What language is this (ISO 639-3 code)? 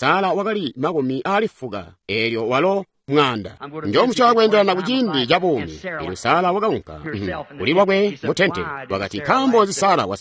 toi